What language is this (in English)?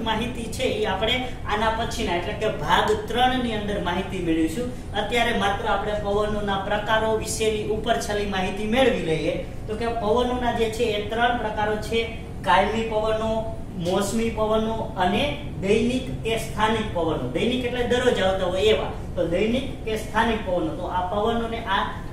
Gujarati